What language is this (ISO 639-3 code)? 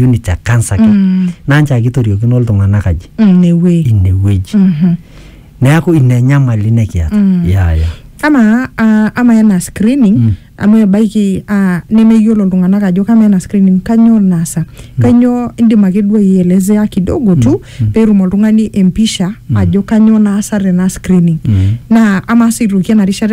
mas